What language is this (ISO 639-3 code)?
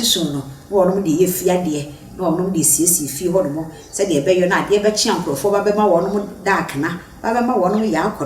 aka